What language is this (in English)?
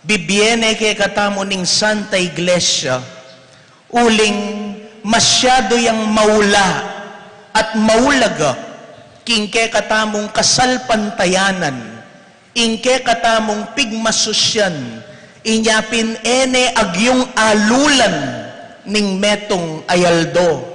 Pampanga